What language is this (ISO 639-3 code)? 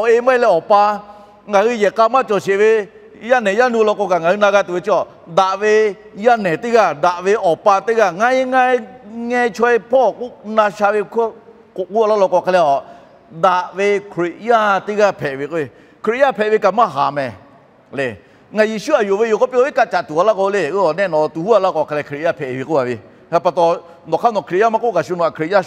lhu